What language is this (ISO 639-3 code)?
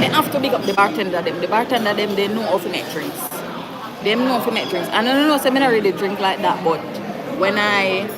jam